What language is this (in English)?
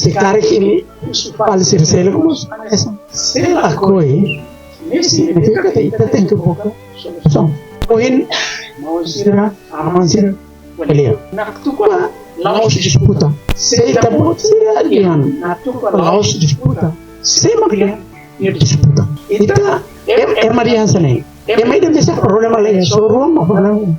Tetum